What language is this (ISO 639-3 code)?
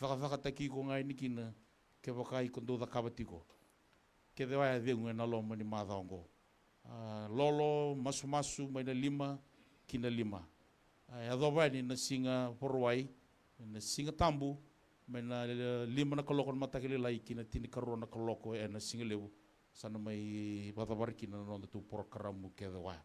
fij